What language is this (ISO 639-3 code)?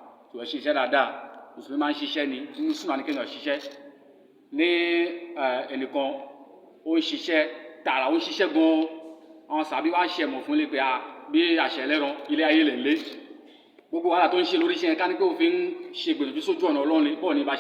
yor